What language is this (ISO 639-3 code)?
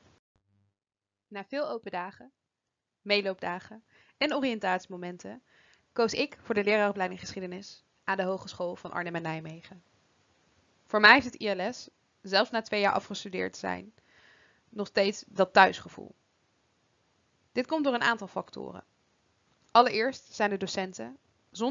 nld